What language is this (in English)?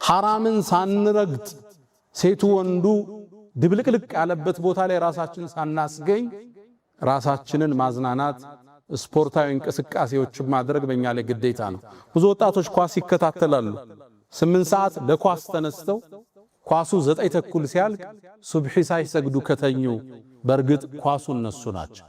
Amharic